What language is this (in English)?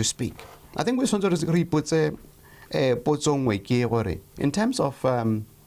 Tswana